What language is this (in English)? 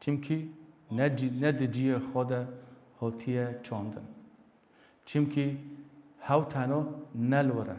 Kurdish